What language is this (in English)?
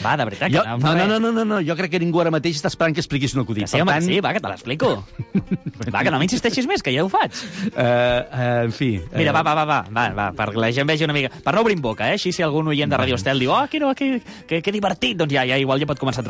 Catalan